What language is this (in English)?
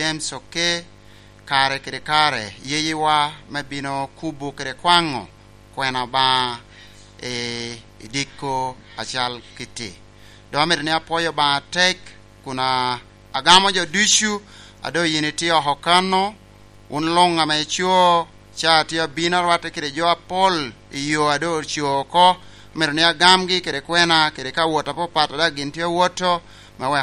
Lango (Uganda)